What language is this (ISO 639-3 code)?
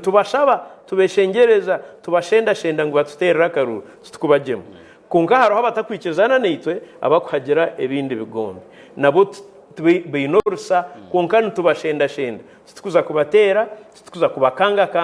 nyn